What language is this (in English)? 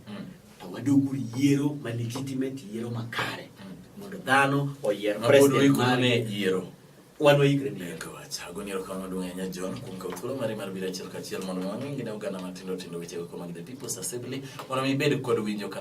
Luo (Kenya and Tanzania)